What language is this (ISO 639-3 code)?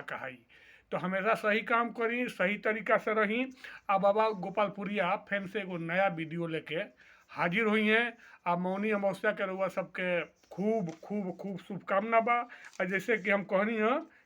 bho